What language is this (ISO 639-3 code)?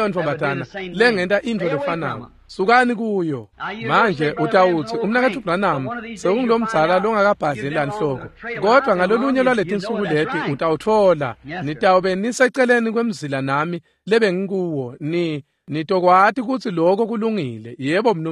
ssw